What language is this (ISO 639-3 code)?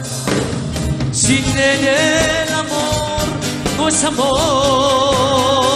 spa